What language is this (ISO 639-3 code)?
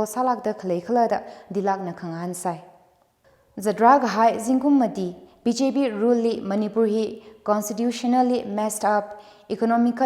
nmf